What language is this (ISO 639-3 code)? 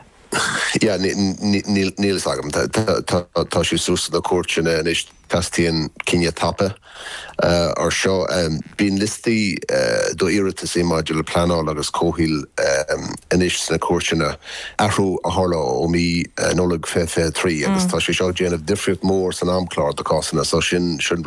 gle